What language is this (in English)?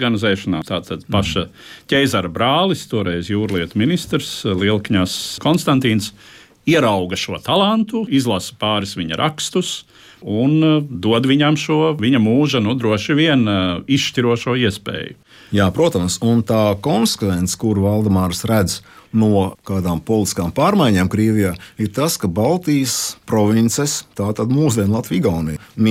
Latvian